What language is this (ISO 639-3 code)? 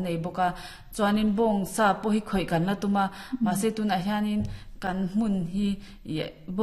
lus